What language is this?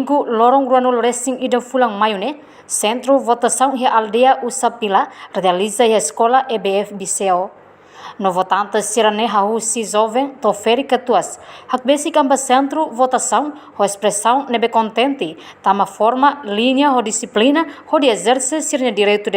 Tetum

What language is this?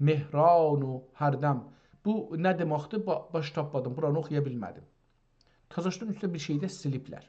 South Azerbaijani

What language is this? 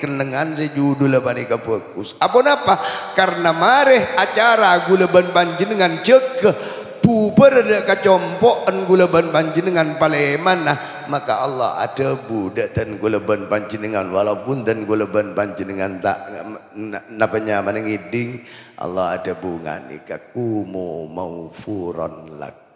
Madurese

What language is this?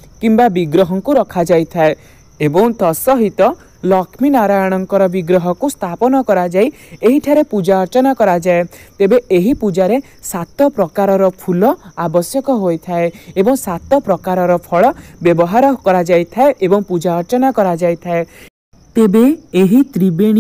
Odia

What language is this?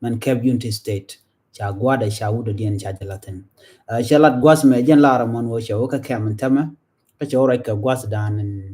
Nuer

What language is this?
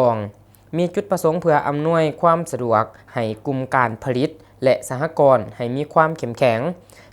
Lao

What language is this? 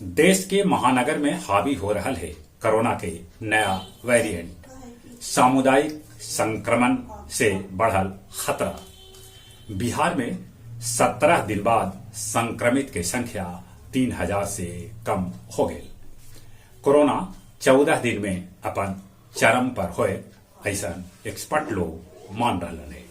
Magahi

